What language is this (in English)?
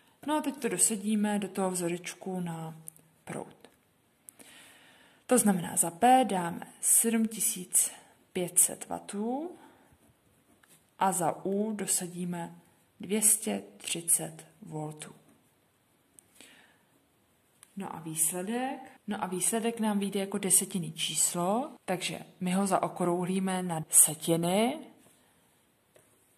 Czech